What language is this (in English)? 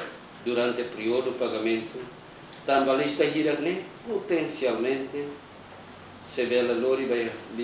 Tetum